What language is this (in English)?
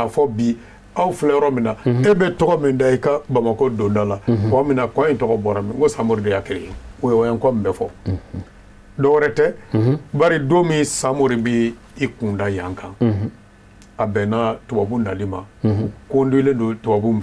Bambara